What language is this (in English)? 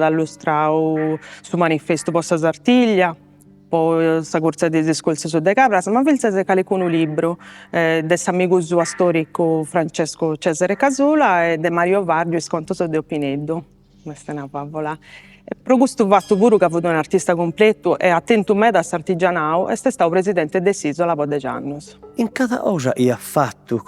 Sardinian